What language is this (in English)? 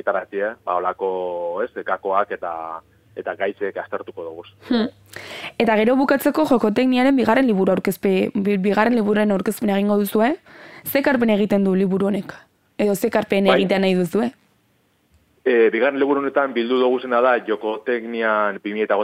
Basque